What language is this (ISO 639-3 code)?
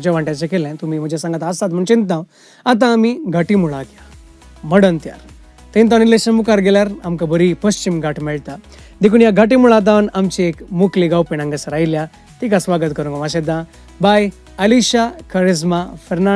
kok